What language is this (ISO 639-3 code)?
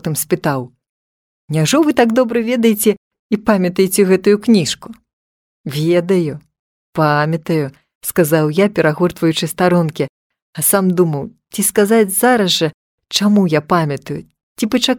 bel